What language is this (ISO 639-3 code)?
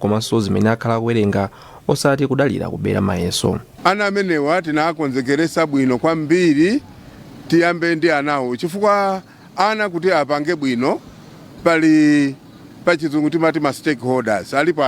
nya